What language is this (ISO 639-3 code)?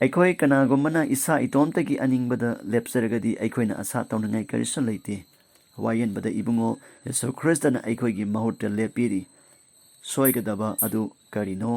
mni